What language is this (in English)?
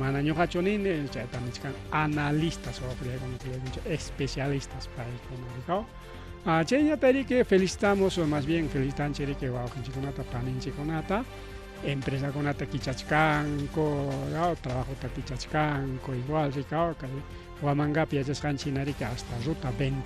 Ayacucho Quechua